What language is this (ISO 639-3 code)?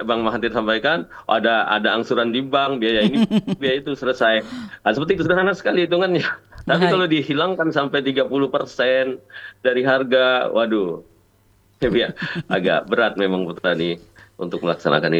ind